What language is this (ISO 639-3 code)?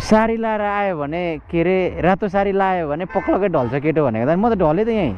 nep